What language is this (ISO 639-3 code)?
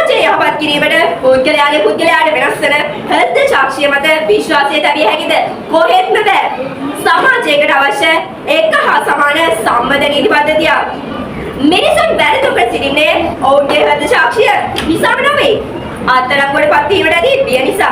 sin